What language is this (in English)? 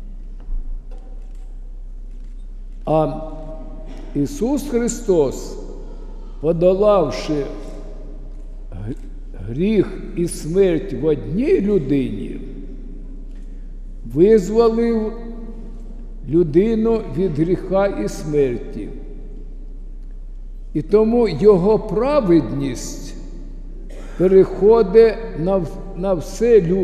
Ukrainian